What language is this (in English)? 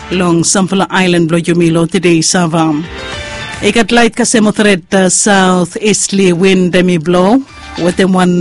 Bislama